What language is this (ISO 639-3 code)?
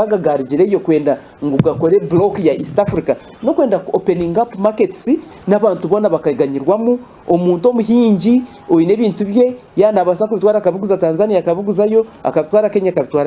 nyn